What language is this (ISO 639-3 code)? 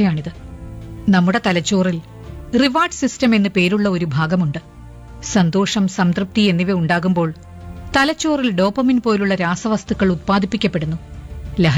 mal